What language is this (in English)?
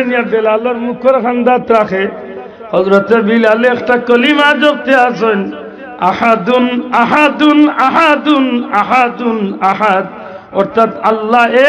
Sylheti